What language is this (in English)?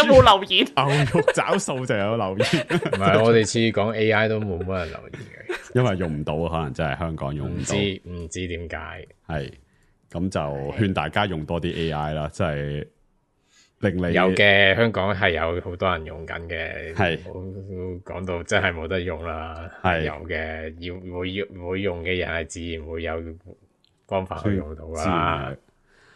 Cantonese